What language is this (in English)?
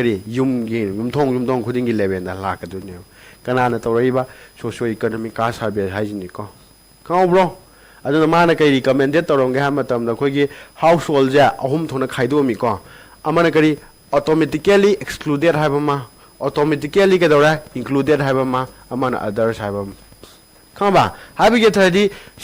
Manipuri